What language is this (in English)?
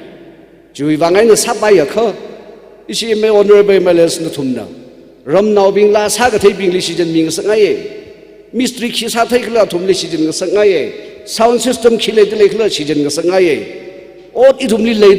Tangkhul Naga (India)